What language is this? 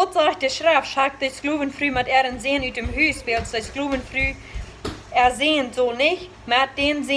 Plautdietsch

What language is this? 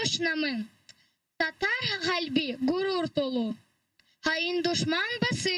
Crimean Tatar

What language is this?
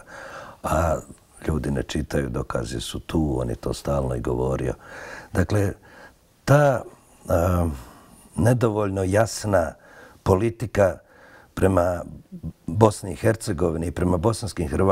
Bosnian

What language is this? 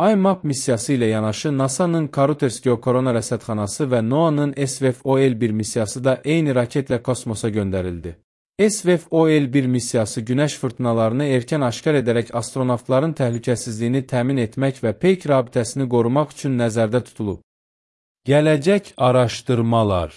Azerbaijani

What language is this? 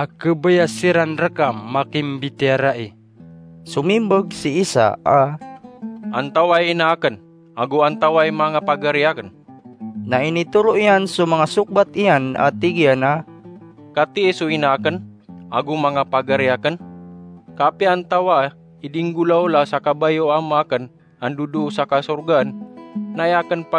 Maranao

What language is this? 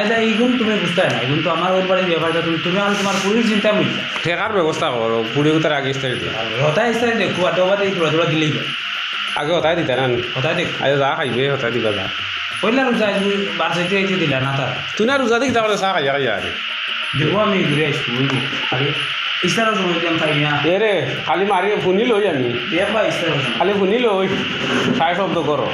Sylheti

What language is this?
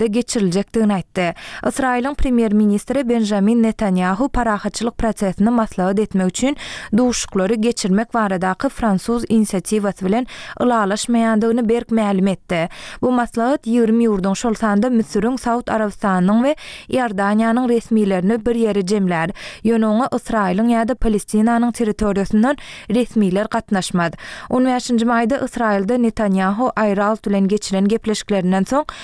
Turkmen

